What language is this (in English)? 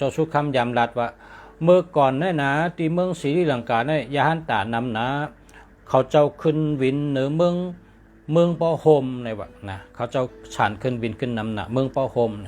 Shan